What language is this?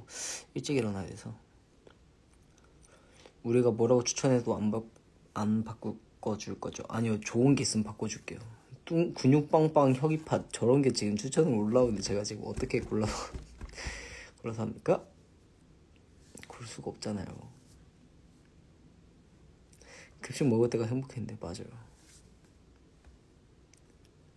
Korean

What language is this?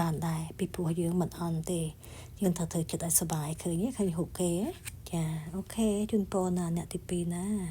Khmer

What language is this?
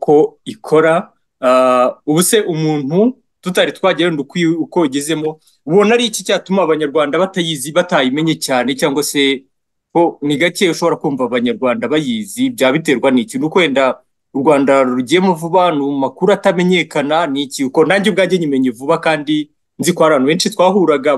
Kinyarwanda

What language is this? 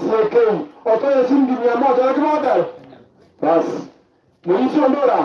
Gusii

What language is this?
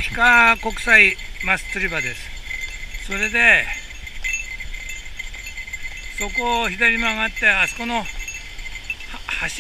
Japanese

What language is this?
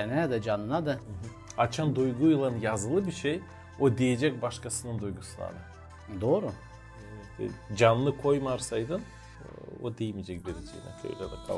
Gagauz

